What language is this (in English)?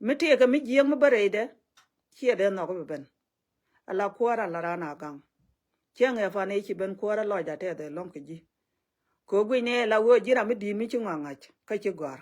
Nuer